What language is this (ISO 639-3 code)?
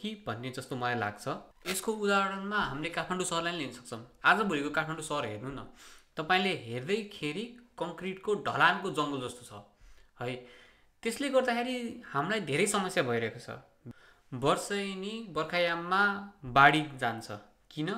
nep